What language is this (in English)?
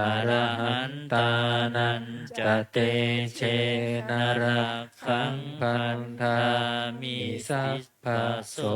Pali